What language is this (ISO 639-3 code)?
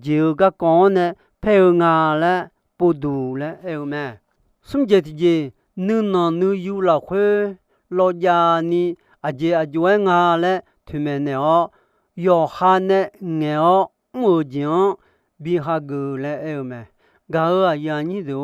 ahk